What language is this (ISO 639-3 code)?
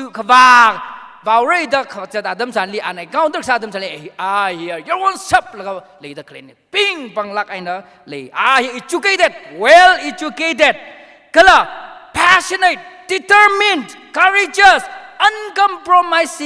nmf